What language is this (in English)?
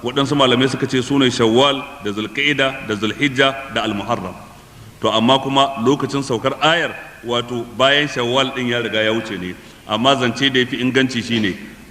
Hausa